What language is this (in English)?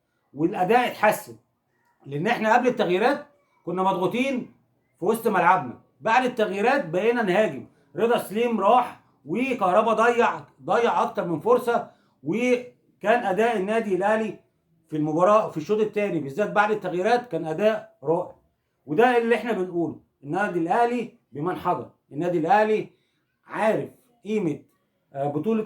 Egyptian Arabic